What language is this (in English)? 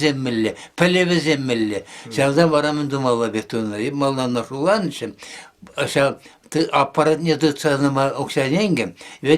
Chuvash